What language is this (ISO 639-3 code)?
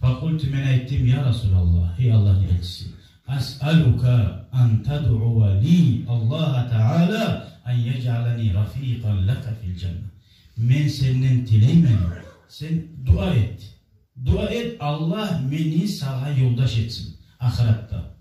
kum